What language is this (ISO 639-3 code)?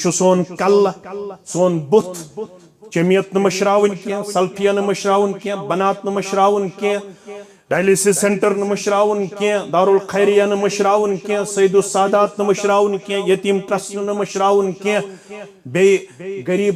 kas